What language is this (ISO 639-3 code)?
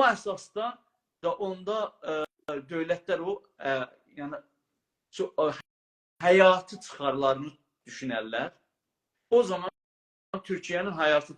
azb